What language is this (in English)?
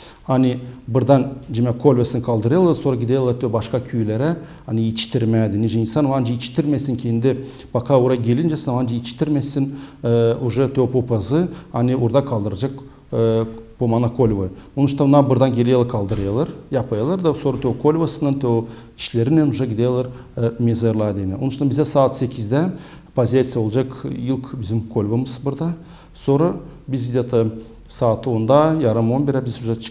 Gagauz